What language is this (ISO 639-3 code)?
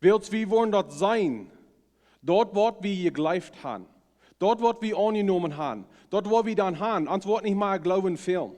pdt